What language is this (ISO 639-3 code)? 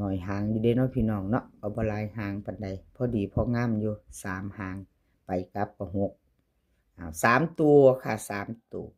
tts